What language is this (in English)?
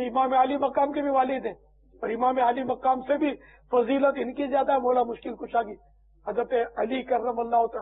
Urdu